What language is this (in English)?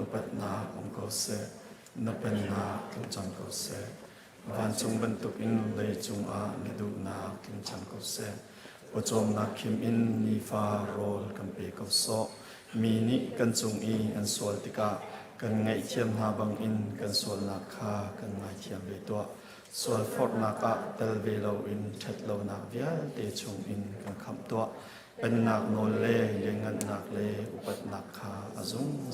Hakha Chin